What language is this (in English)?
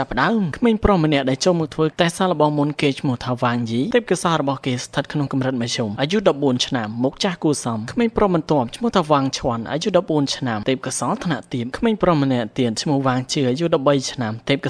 Khmer